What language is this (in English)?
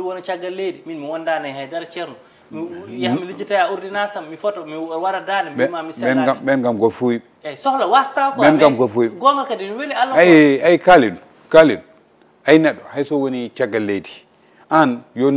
Fula